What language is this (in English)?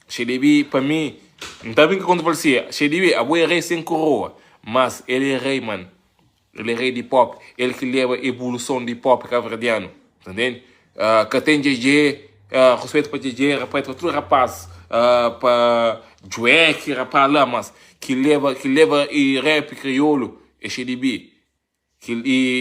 Kabuverdianu